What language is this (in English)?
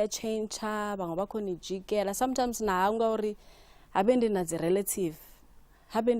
Venda